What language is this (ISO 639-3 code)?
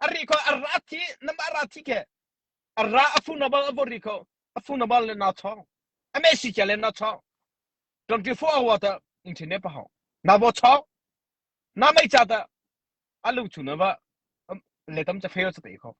mrh